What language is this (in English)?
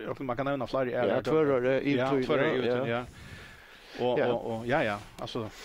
Faroese